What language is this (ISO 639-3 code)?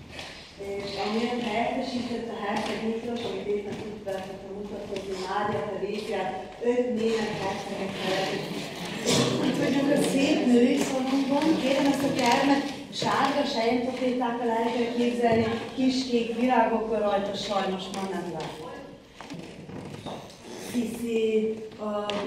hun